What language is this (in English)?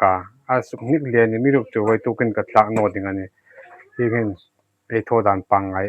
Hmar